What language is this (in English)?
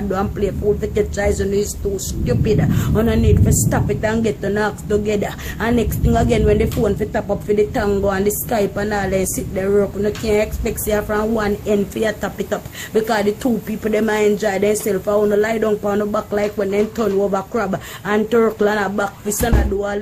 Jamaican Creole English